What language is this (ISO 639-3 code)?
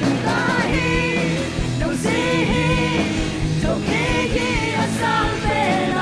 ctd